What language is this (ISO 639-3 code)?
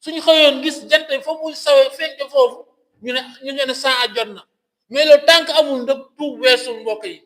wol